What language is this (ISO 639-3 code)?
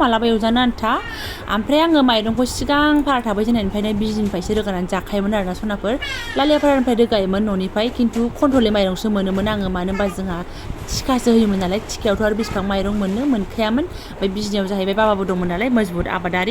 brx